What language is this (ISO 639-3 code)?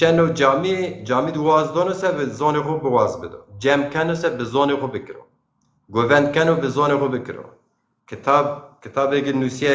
zza